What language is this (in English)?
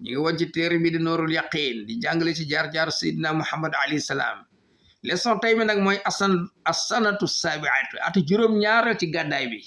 Wolof